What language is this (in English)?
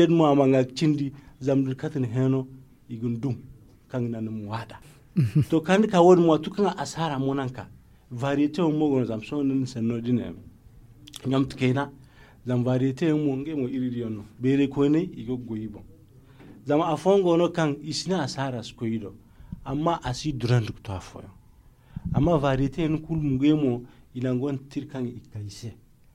Zarma